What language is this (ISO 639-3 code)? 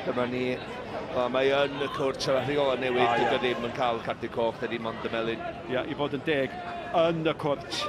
cym